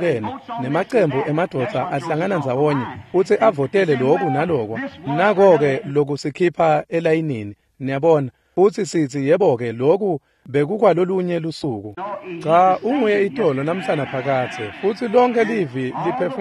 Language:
Swati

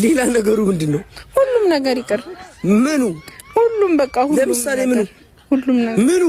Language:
Amharic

